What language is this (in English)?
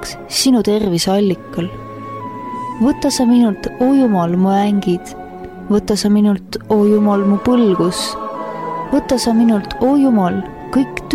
Estonian